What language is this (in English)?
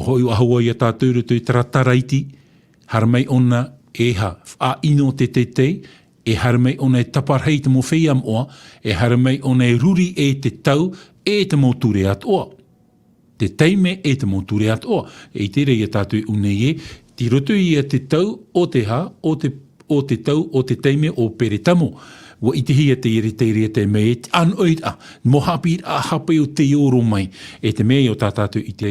Tahitian